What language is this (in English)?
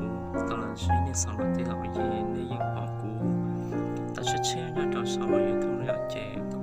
Hmong